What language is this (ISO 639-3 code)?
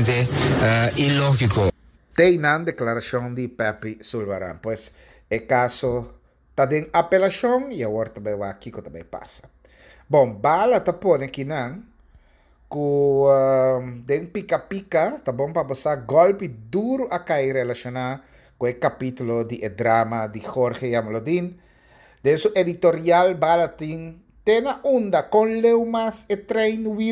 pap